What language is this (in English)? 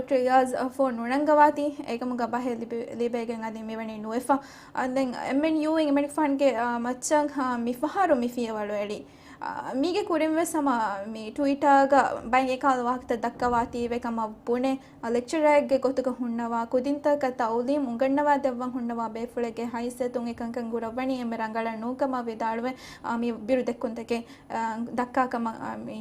Divehi